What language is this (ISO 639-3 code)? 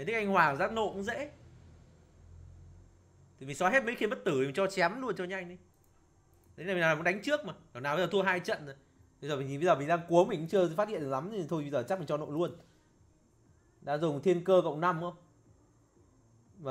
vie